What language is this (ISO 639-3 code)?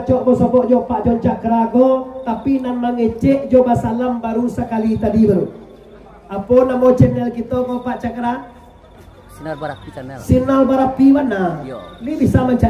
min